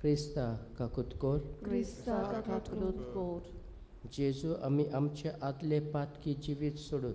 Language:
Konkani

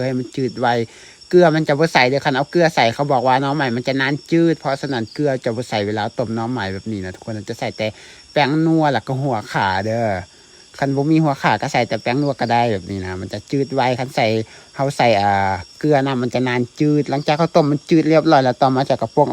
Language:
Lao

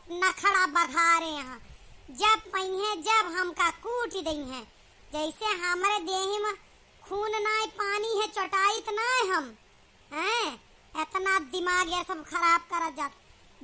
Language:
Awadhi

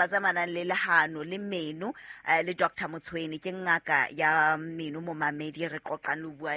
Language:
Southern Sotho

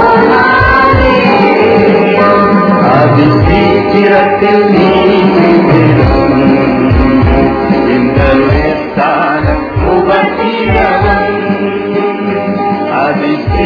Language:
Tamil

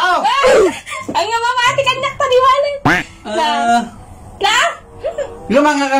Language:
Iloko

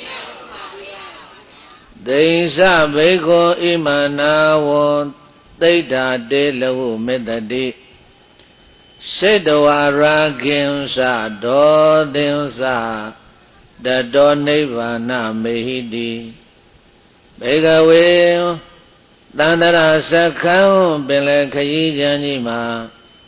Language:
Burmese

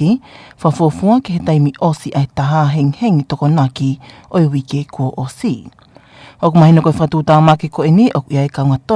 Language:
Tongan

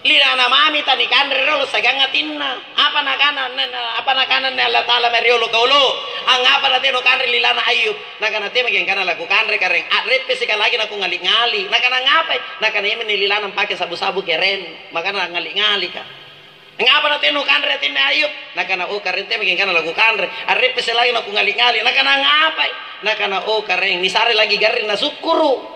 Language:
Makasar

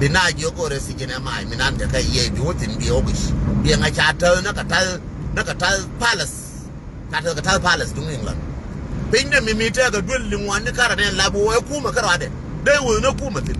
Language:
Nuer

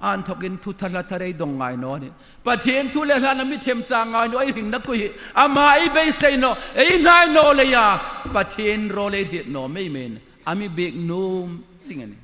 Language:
Hmar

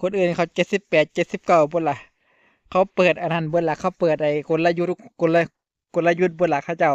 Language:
Northeastern Thai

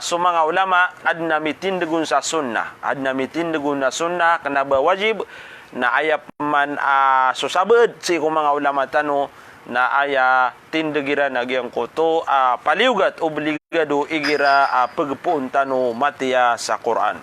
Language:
Maranao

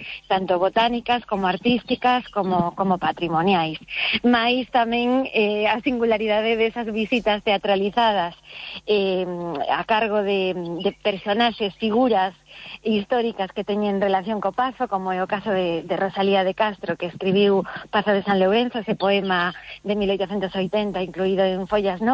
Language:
Galician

